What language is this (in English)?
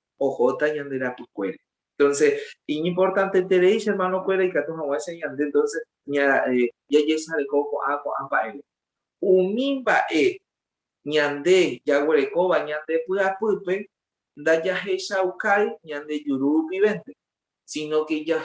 Guarani